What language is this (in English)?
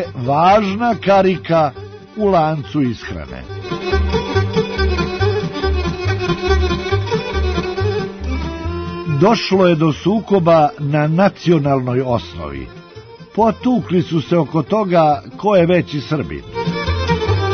Serbian